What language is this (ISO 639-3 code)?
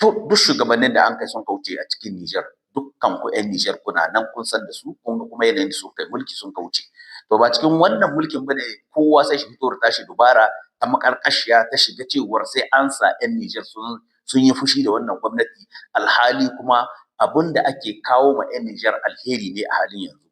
hau